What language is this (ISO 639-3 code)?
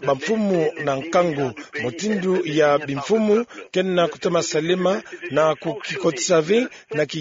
ktu